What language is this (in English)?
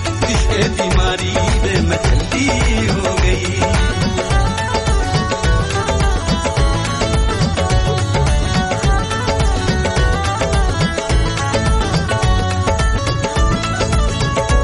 Punjabi